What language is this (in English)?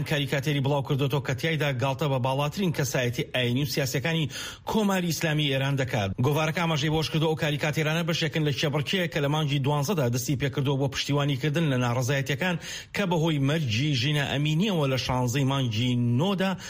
Central Kurdish